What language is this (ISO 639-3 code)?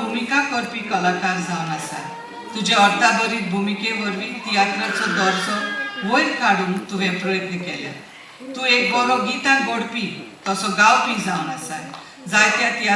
kok